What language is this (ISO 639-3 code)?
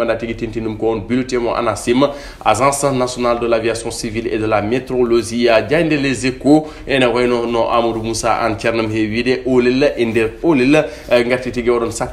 ful